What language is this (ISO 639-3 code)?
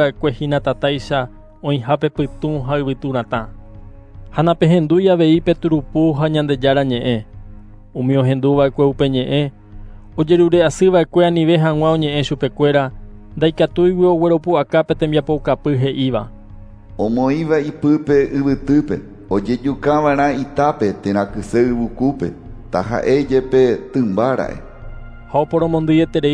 grn